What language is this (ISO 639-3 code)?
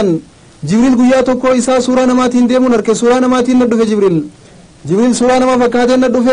orm